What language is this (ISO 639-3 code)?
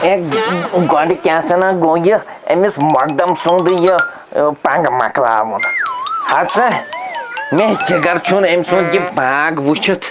kas